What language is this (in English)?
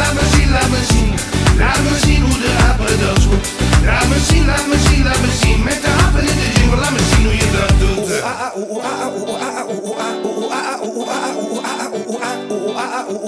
Dutch